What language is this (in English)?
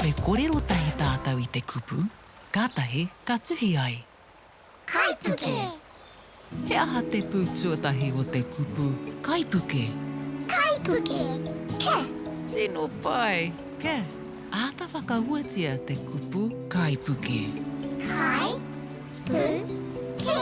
Māori